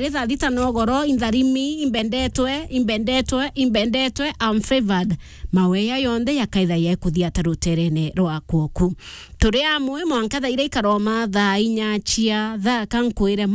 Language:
Meru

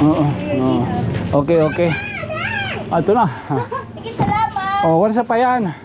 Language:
Waray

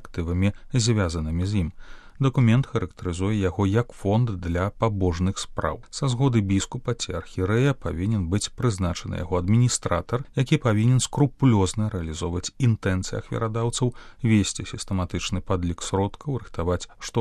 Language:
Belarusian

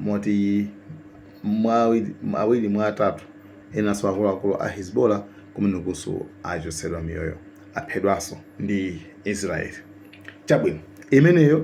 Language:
Nyanja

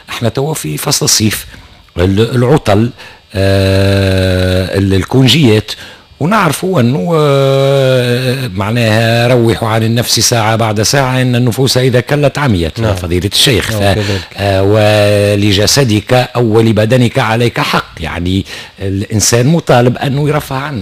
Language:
Tunisian Arabic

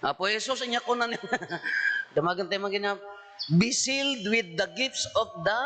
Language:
Iloko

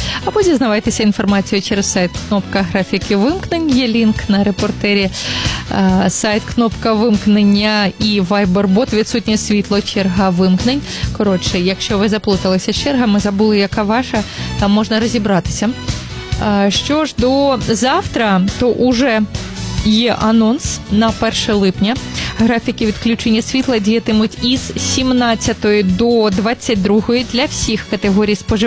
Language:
Ukrainian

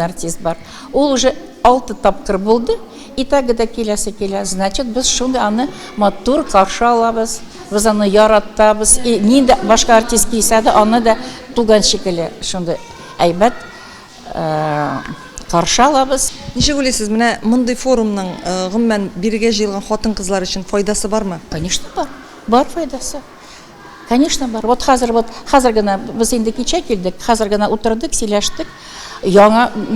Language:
Tatar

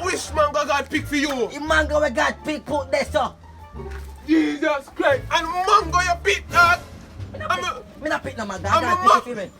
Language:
Jamaican Creole English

